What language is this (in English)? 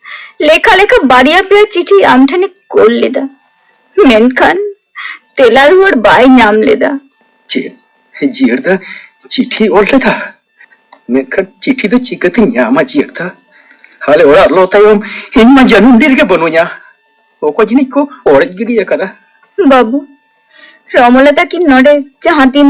Santali